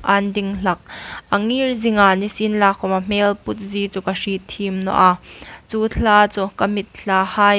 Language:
Hmar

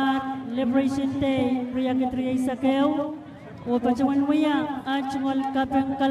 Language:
Pohnpeian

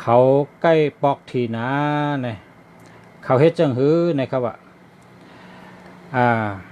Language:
Shan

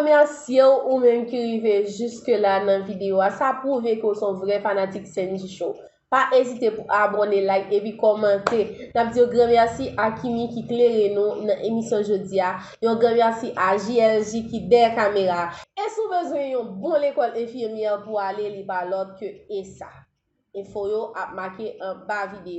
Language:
Haitian Creole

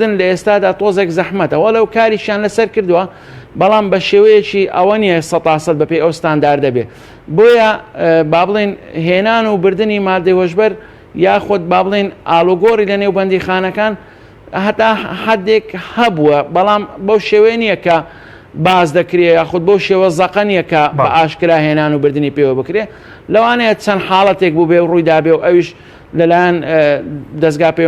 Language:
Central Kurdish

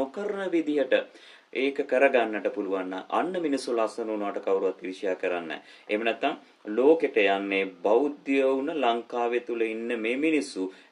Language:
Sinhala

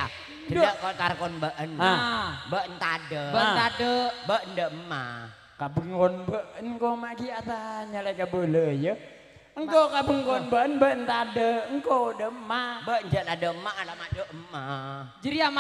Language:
Madurese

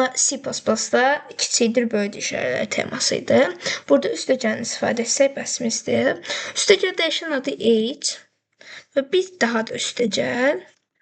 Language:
Azerbaijani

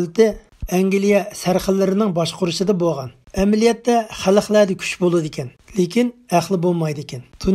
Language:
Uyghur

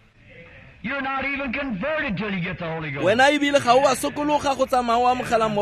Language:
Tswana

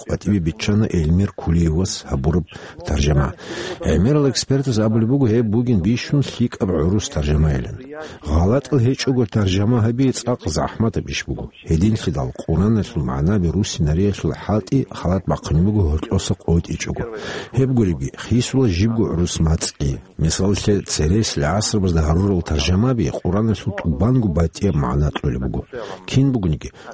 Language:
Avaric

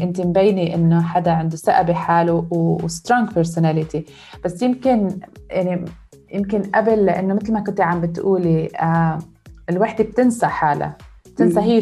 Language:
North Levantine Arabic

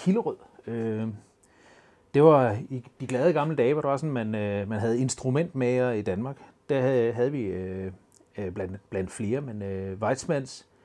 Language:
Danish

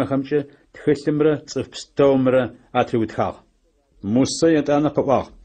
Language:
Adyghe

